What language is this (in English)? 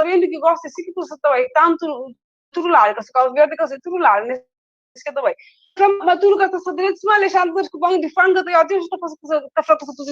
Kabuverdianu